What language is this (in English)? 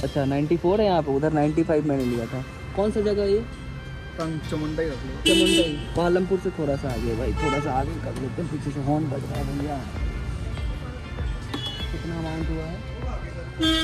Hindi